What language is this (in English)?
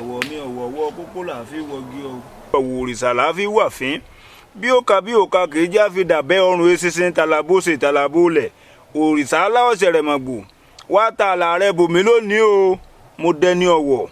Yoruba